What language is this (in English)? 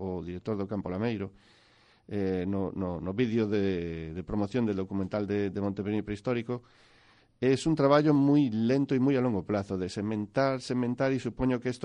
Galician